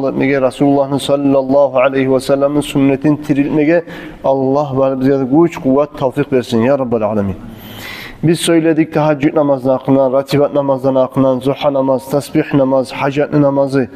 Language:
Kumyk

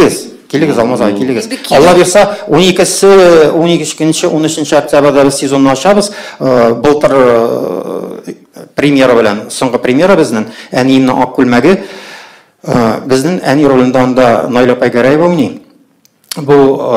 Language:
Tatar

